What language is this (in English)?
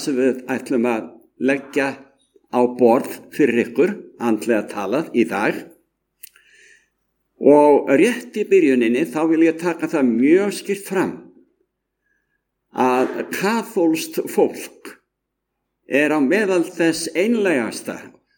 Icelandic